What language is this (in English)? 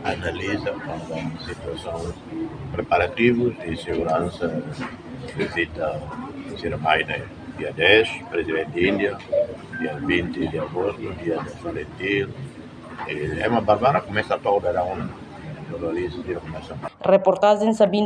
Tetum